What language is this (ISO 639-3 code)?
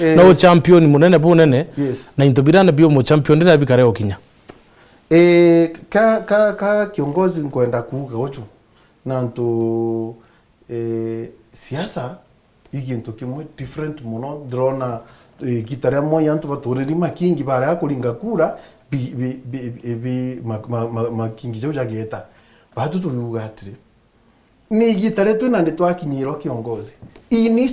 mer